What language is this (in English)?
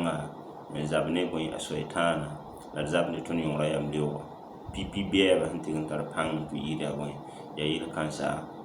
Mossi